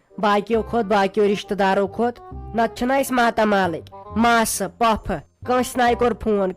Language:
Kashmiri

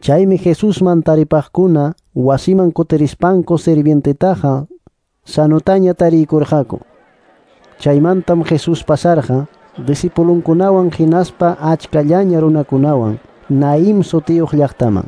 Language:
Quechua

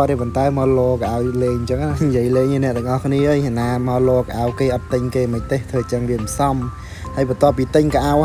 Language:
Khmer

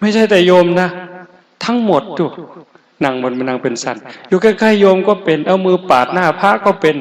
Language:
Northeastern Thai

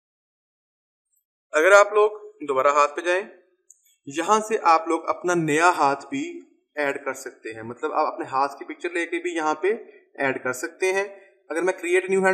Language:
Hindi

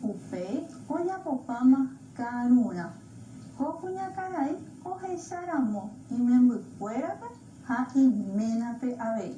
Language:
Guarani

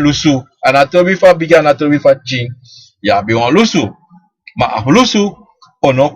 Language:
Sranan Tongo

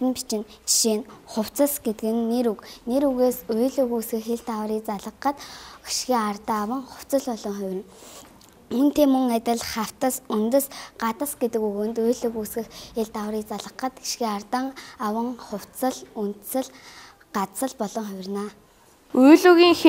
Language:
Mongolian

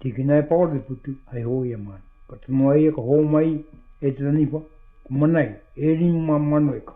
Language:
Māori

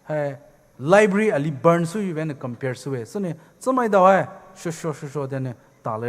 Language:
Poumei Naga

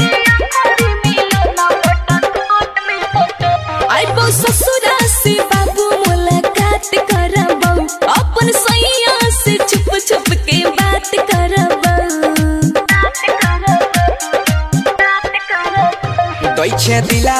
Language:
Bhojpuri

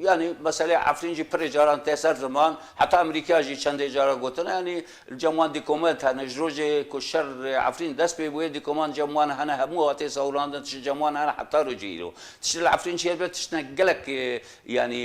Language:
Kurdish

